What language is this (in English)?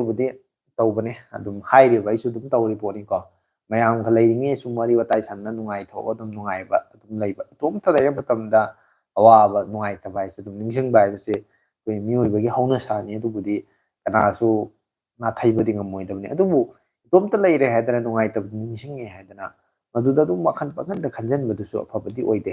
Manipuri